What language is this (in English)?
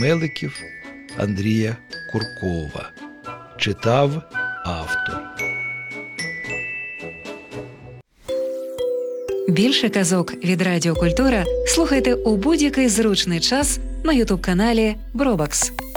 Ukrainian